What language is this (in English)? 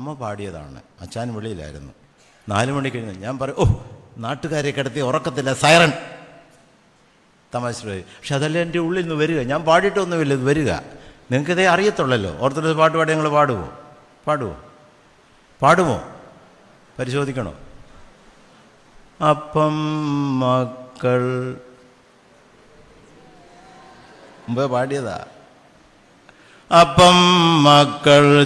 Malayalam